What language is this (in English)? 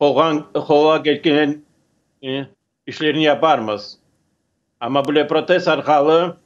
Crimean Tatar